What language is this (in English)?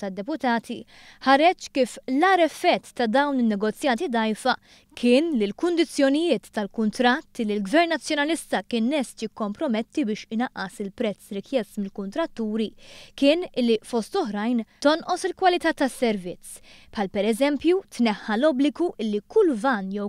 Maltese